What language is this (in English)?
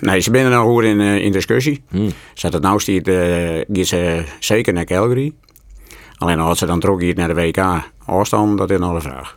Western Frisian